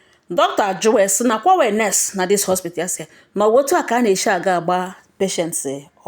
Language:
Igbo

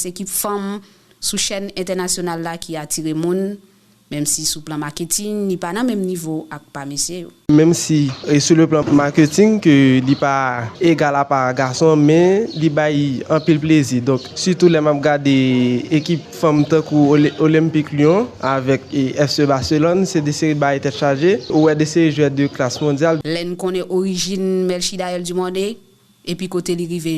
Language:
Haitian Creole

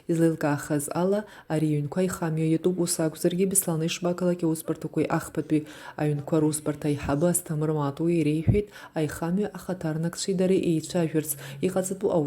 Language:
Abkhazian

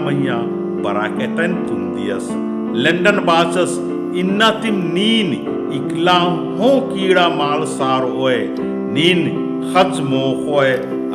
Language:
Kurukh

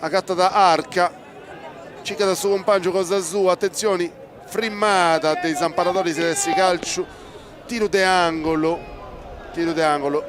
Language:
Sardinian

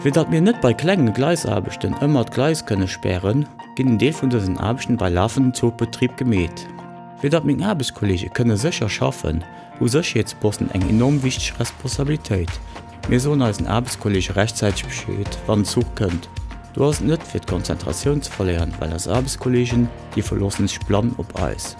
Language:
Luxembourgish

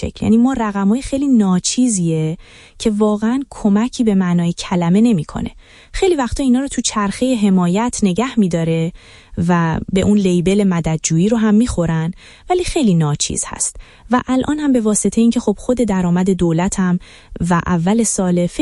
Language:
Persian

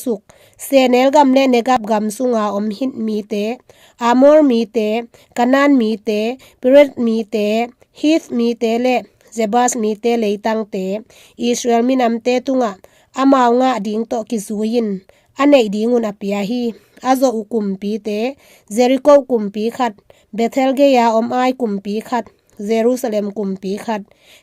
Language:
Tedim Chin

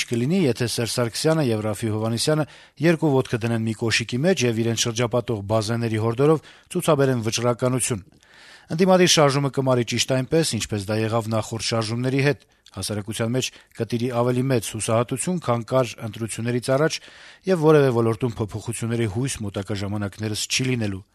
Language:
Armenian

